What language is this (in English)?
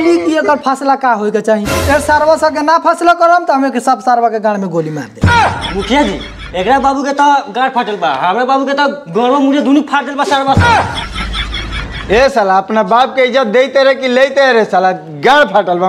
Bhojpuri